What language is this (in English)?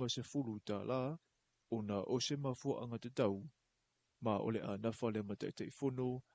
Samoan